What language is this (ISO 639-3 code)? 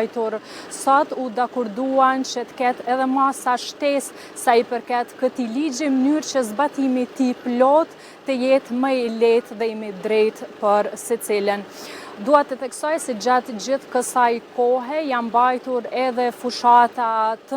sqi